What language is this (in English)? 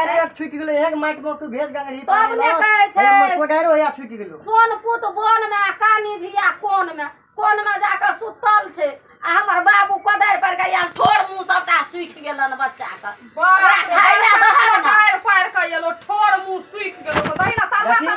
Maithili